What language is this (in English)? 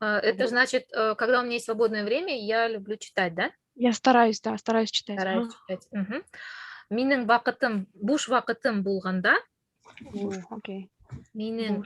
Bashkir